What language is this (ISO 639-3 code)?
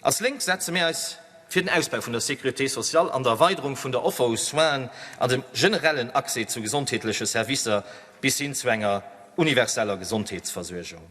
ltz